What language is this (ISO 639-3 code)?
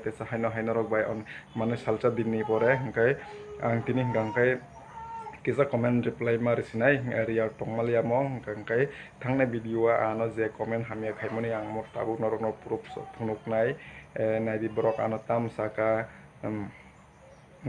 trp